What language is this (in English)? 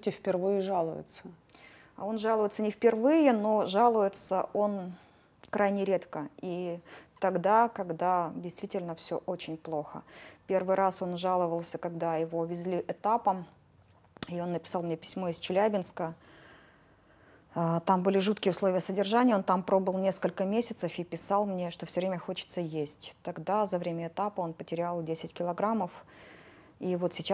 Russian